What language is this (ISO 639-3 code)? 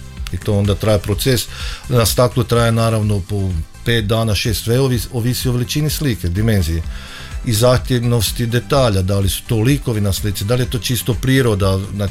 hrv